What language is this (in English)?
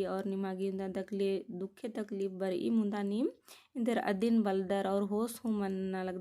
Kurukh